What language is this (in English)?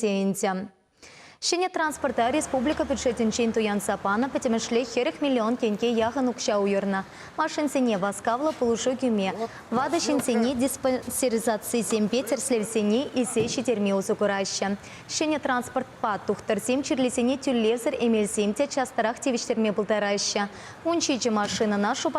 Chuvash